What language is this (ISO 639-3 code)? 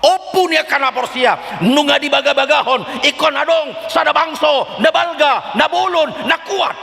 bbc